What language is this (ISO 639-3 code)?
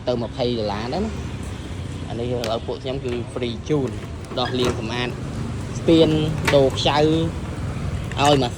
khm